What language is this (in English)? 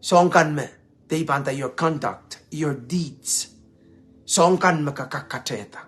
Pohnpeian